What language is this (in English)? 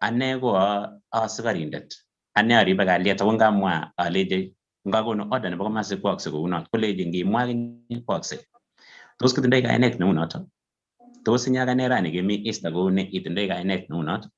Kalenjin